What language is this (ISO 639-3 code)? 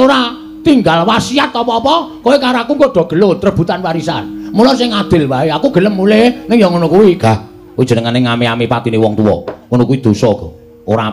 jav